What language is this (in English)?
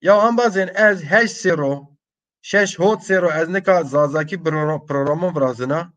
Zaza